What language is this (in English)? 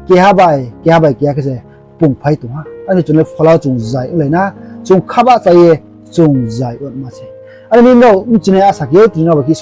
Riang (India)